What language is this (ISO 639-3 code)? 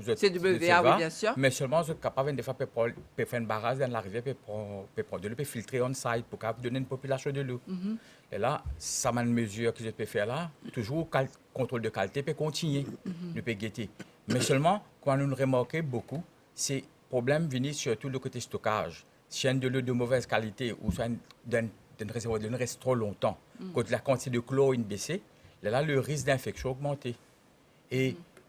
mfe